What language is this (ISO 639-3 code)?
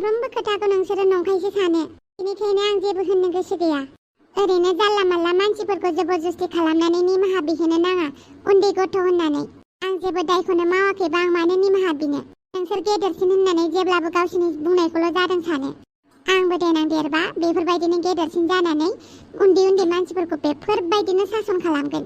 brx